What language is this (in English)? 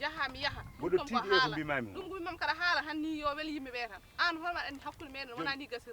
Fula